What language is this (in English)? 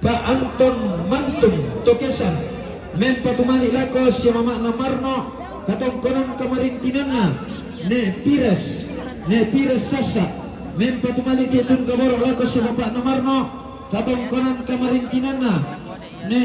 Toraja-Sa'dan